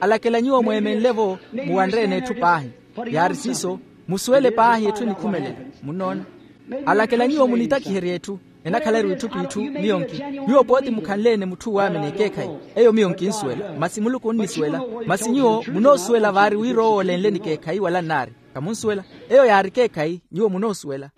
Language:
Makhuwa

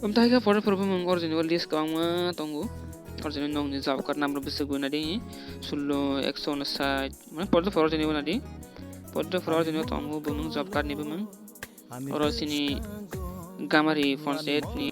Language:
Kok Borok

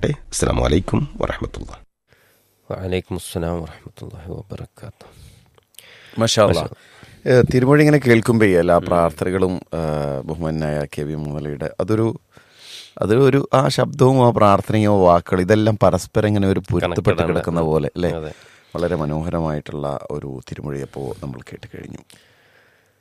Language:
Malayalam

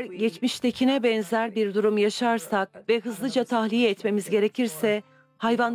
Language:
Turkish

